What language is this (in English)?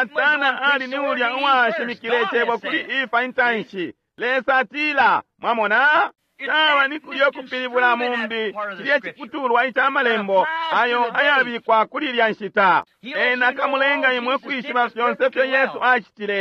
Bemba